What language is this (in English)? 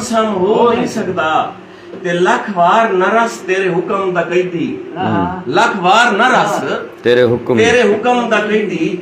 Saraiki